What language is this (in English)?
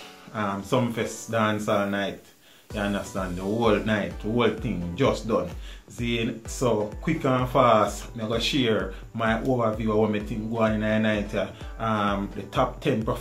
Jamaican Creole English